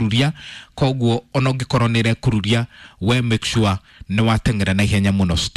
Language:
Kikuyu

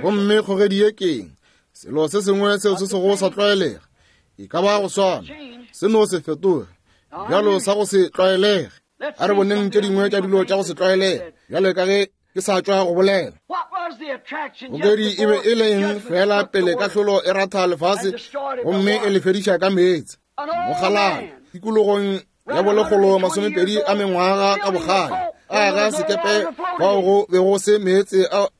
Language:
Northern Sotho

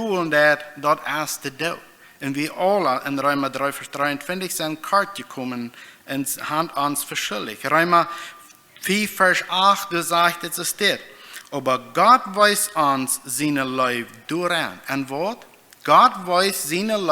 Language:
Plautdietsch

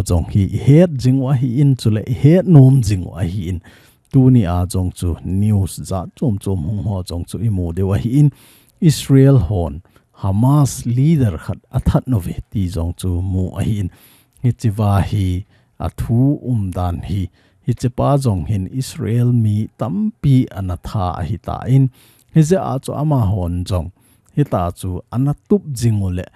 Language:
Thado Chin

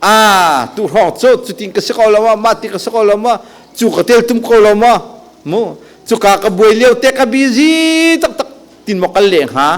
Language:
Hakha Chin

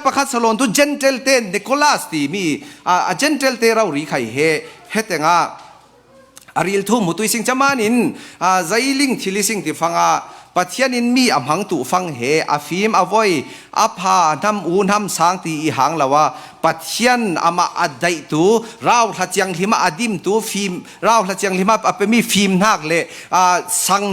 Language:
Falam Chin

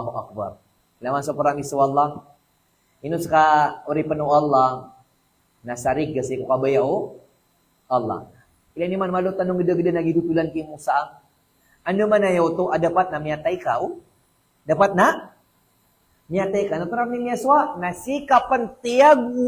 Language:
Maranao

